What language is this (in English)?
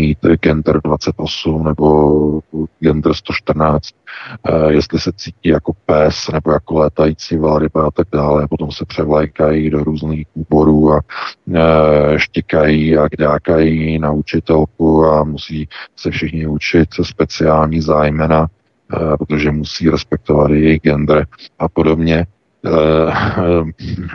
Czech